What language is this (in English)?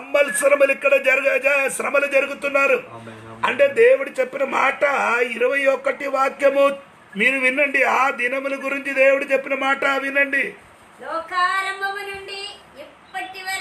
Telugu